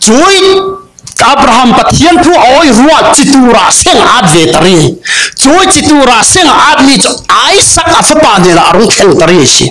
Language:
Falam Chin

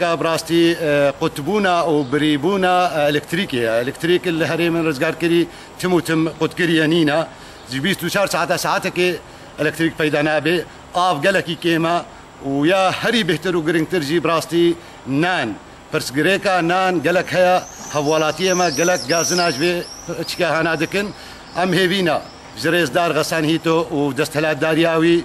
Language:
Kurdish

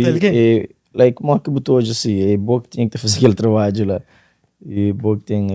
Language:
Kabuverdianu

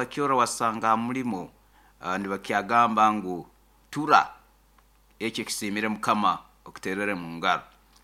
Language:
Nyoro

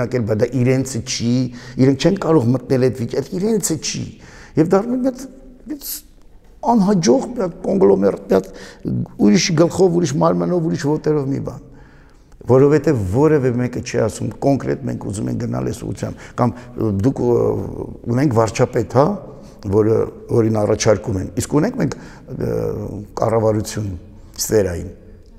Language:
Armenian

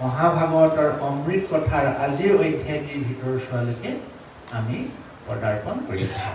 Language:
Assamese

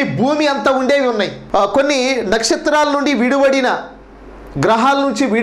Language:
Telugu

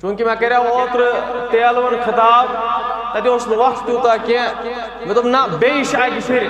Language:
Kashmiri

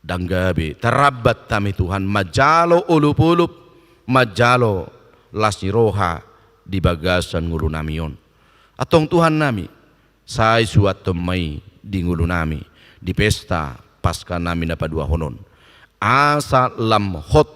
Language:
Batak Toba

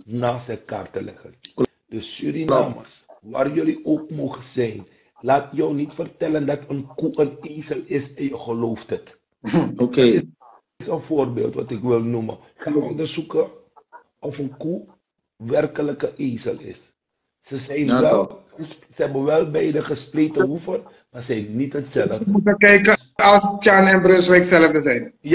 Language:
Dutch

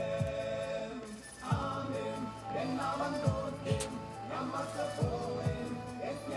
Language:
Occitan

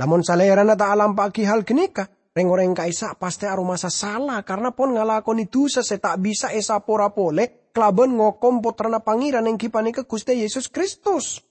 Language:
Madurese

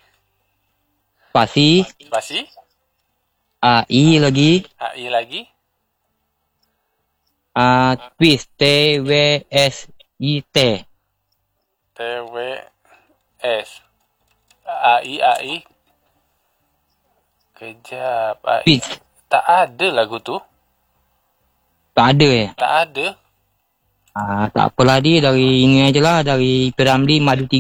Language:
Malay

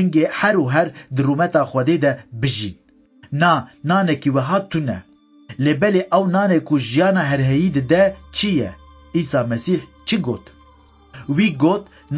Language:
Kurdish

